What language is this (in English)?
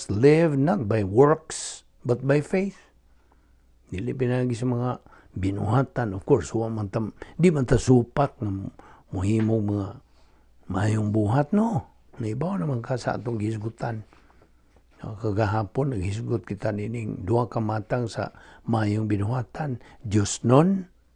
Cebuano